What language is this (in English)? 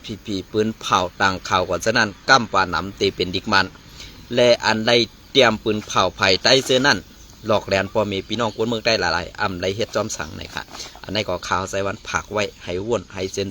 Shan